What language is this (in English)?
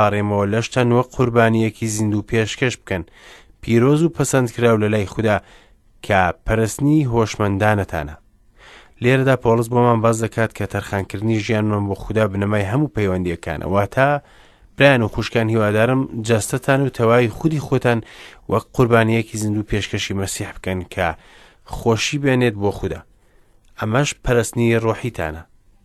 Central Kurdish